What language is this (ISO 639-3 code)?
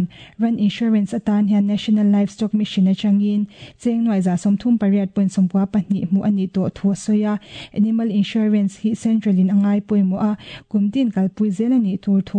lus